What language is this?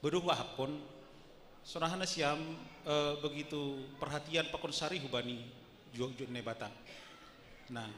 Batak Simalungun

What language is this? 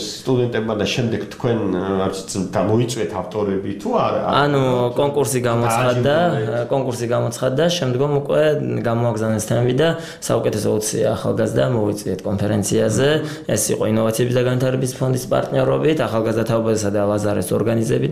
Georgian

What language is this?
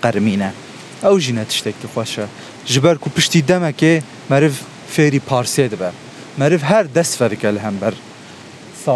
Kurdish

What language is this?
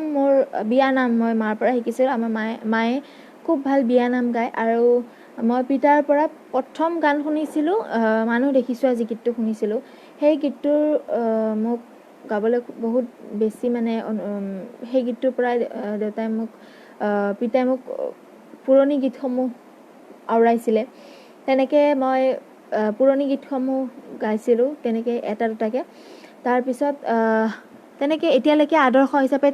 Assamese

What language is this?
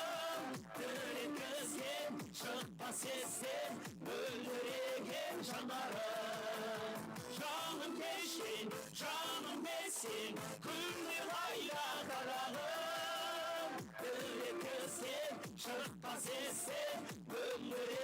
Kara-Kalpak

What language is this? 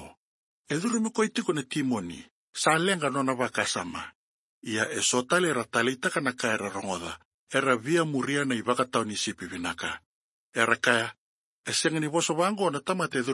Fijian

